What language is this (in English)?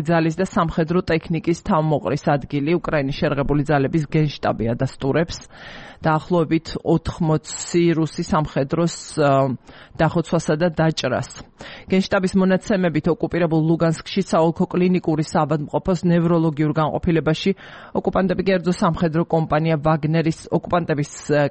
Georgian